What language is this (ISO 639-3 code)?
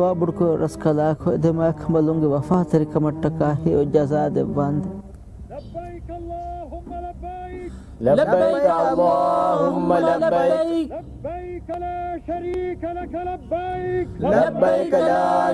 div